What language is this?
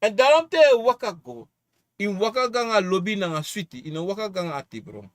Sranan Tongo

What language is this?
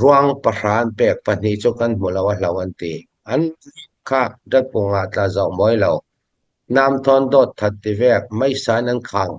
Falam Chin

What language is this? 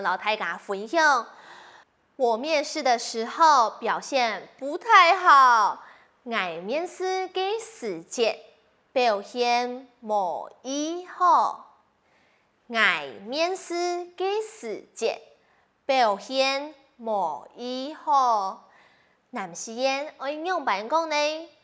Hakka Chinese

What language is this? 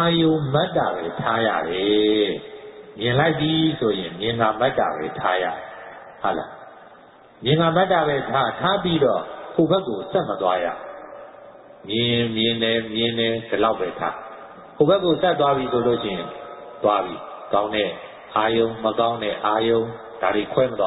Burmese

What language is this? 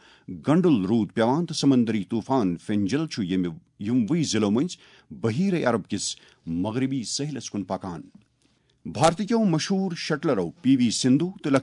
Kashmiri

